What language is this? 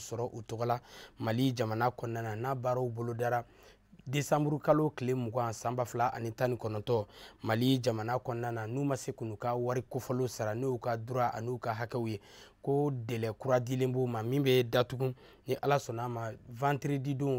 Bambara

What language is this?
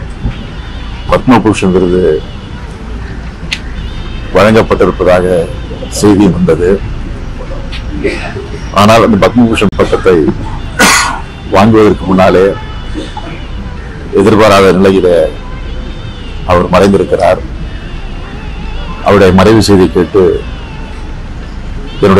Tamil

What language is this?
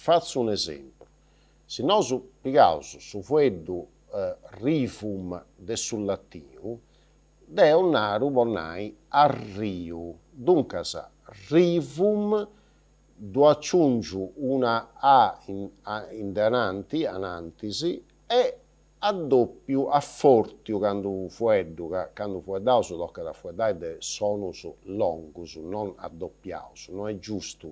Sardinian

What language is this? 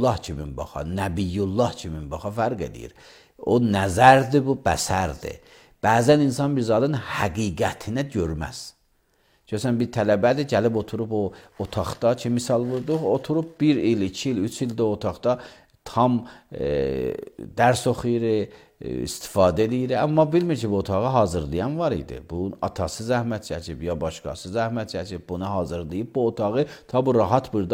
Azerbaijani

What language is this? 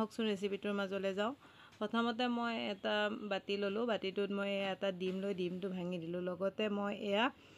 Assamese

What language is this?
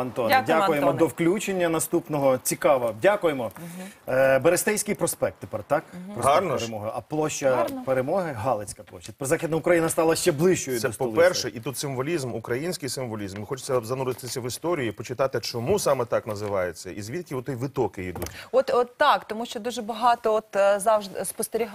Ukrainian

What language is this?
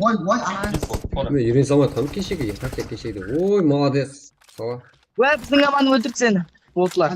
Kara-Kalpak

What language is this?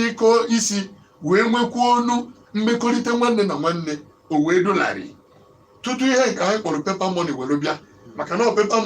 Igbo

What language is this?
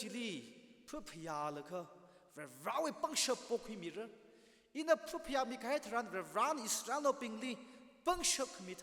Tangkhul Naga (India)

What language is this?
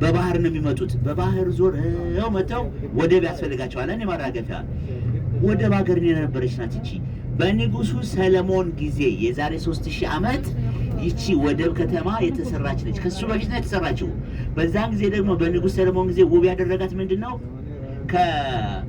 Amharic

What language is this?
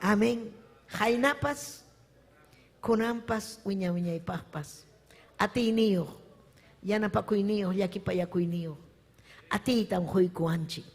Ayacucho Quechua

